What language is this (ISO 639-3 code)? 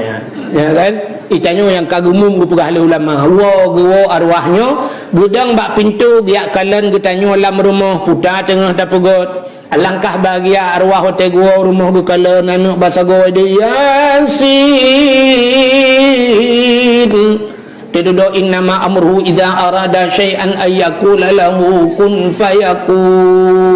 ace